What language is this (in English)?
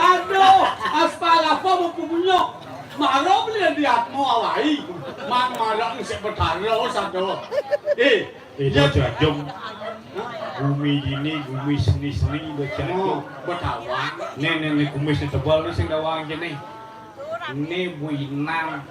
Balinese